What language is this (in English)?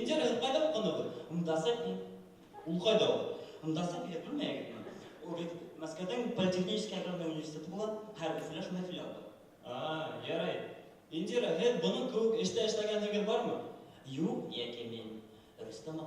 Bashkir